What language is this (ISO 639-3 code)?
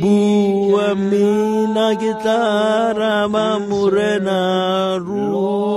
tsn